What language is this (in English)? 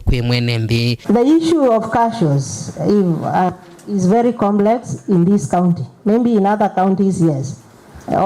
Kamba